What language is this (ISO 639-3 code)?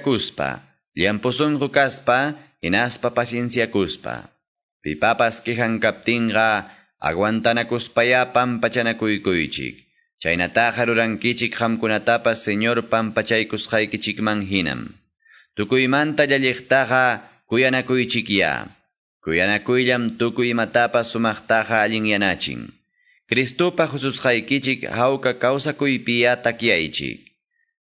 que